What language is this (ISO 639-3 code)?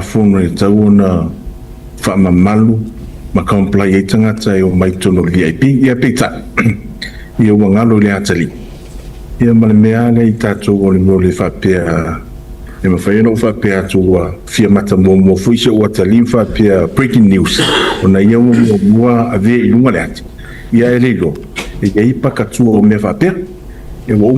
smo